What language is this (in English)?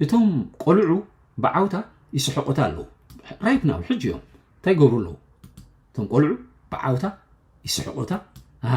Tigrinya